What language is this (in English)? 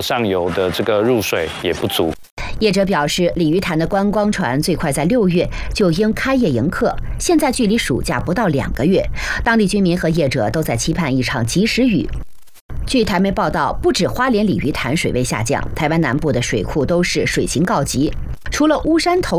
Chinese